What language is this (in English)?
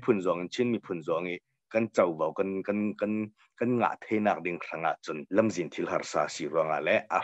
Hakha Chin